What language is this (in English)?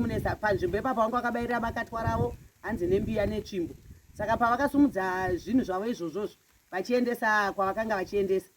Shona